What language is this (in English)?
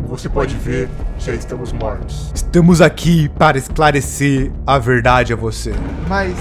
Portuguese